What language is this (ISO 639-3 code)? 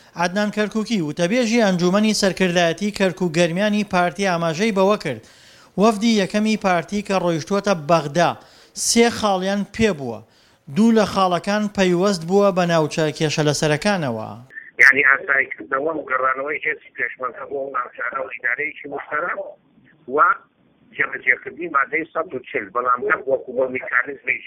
ckb